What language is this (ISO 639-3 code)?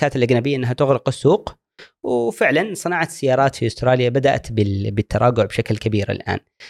afb